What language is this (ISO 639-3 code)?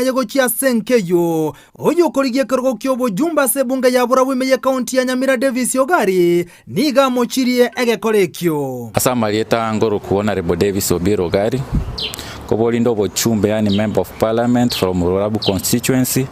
guz